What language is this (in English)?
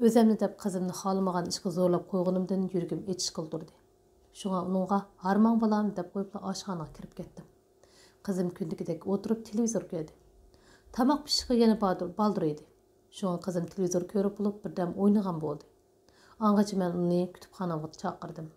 Uyghur